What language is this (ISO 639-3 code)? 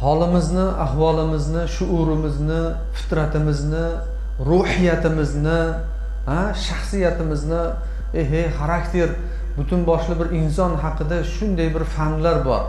uzb